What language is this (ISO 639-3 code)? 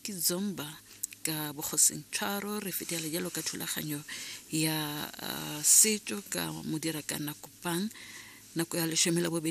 tsn